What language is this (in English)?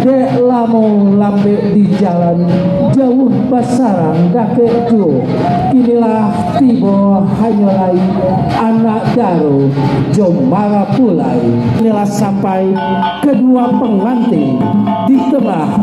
Minangkabau